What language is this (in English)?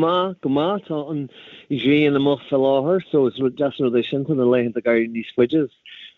Irish